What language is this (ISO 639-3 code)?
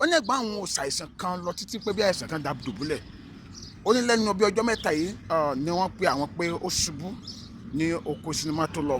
yor